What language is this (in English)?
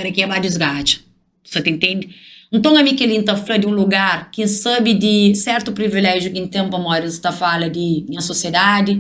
Kabuverdianu